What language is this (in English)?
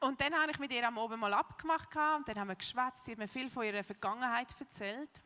Swiss German